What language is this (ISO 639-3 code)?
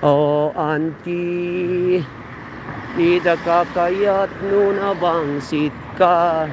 ilo